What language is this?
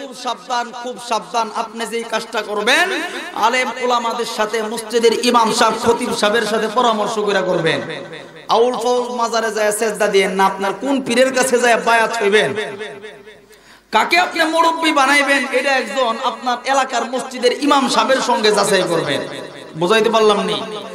Bangla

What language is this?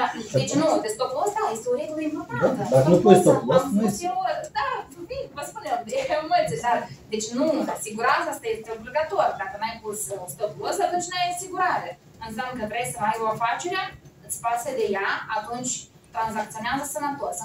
Romanian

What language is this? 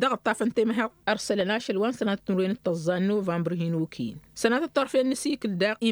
Tamasheq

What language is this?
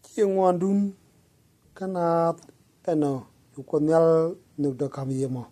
Nuer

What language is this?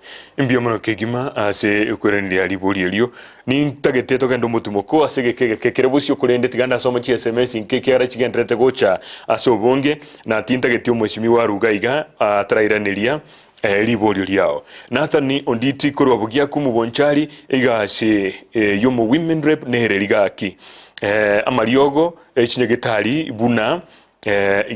Gusii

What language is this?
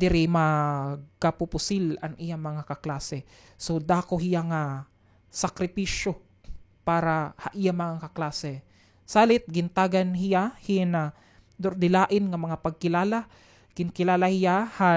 Waray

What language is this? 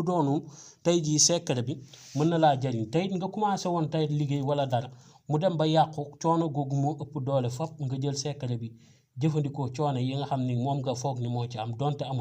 Wolof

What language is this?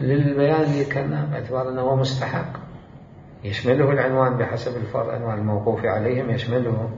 Mesopotamian Arabic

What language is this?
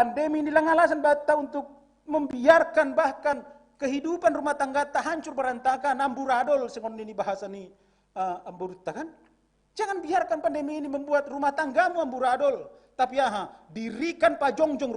Batak Simalungun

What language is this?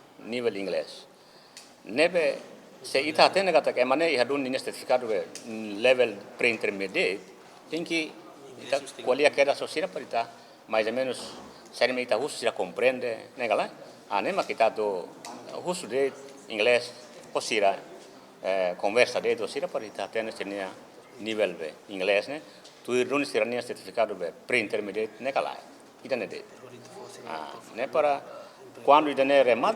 Tetum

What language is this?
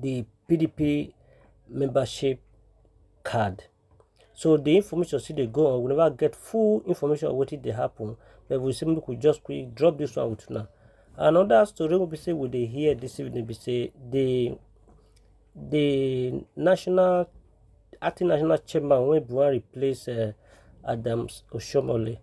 Nigerian Pidgin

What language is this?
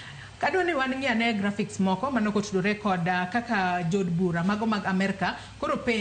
Luo (Kenya and Tanzania)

